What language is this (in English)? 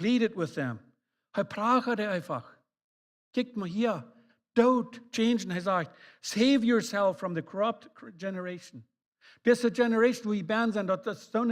Plautdietsch